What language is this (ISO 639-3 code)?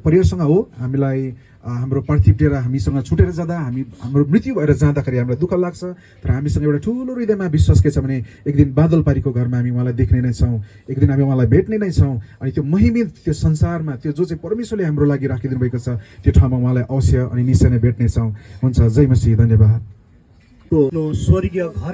nep